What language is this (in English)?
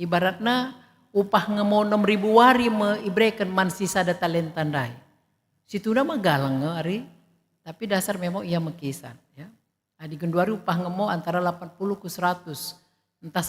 Batak Karo